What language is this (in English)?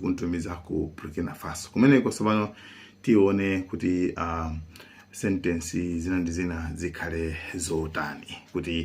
Nyanja